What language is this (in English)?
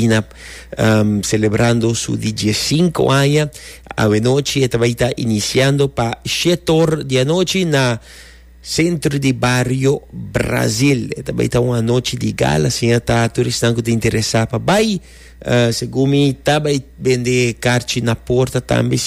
Papiamento